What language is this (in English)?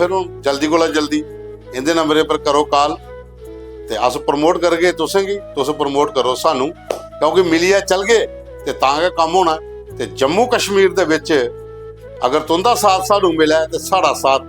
Dogri